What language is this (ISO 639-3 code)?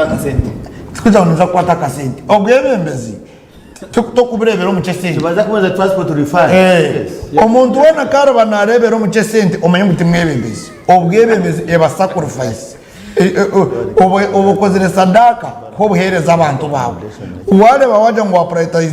nyn